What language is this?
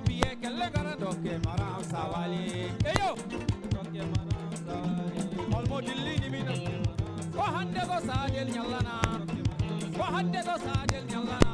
Fula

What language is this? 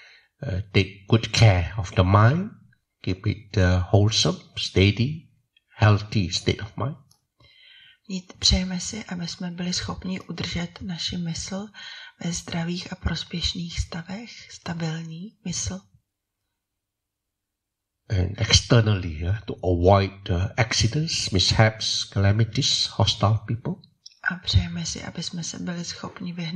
Czech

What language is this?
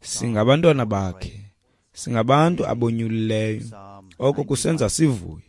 Xhosa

